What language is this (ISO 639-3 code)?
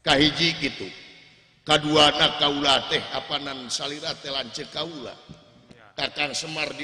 sun